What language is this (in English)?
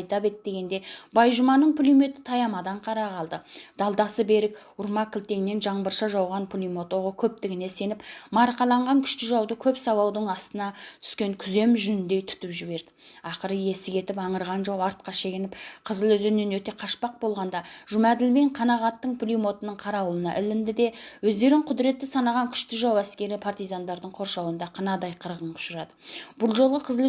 Kazakh